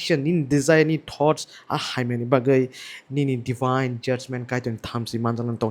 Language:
Kok Borok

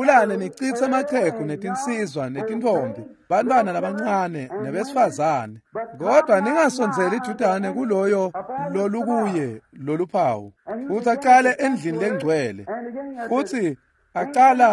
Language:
Swati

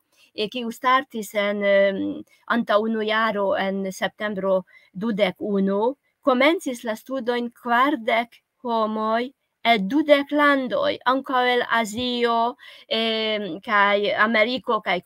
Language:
Esperanto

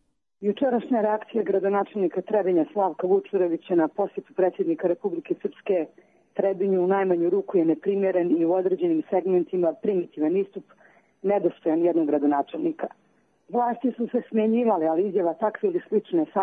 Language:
Croatian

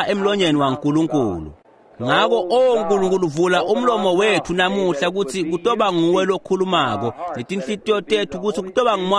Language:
Swati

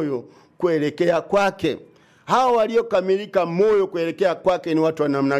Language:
Swahili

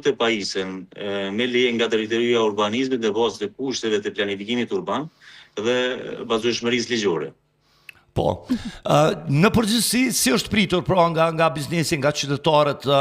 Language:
Albanian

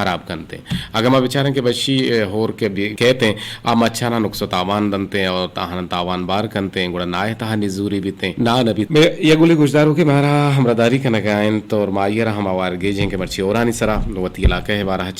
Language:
Eastern Balochi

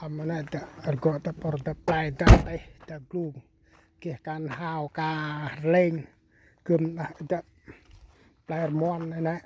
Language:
Central Mnong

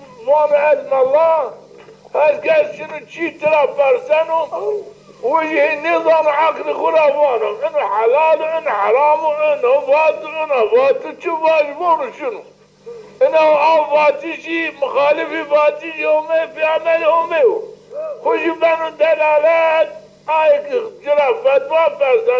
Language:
Zaza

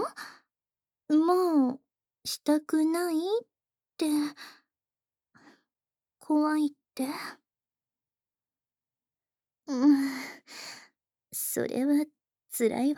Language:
Japanese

